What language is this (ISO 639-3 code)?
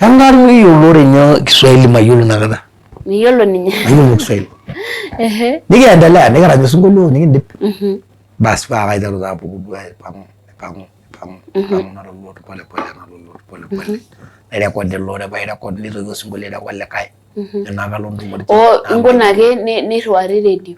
mas